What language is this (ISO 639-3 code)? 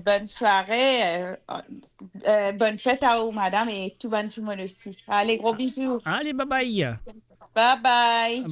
mfe